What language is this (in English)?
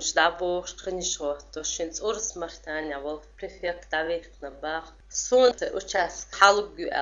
Chechen